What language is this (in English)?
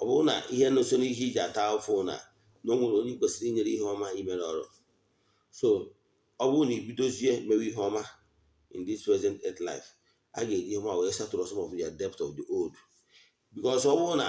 Igbo